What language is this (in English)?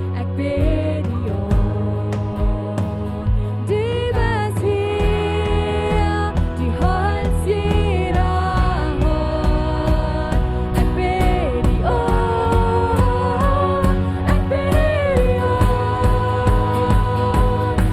Plautdietsch